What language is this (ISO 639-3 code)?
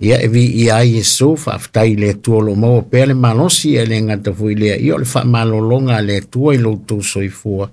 smo